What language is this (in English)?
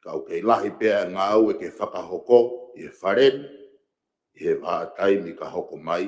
Tongan